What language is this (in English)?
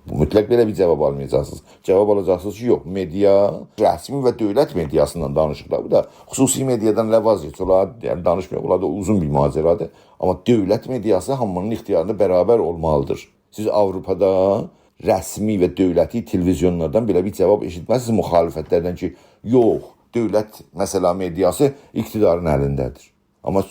South Azerbaijani